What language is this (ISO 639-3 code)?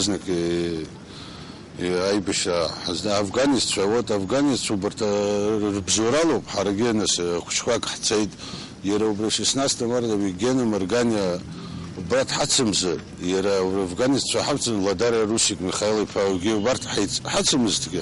abk